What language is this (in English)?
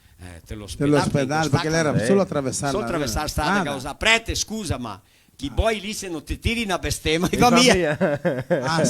Venetian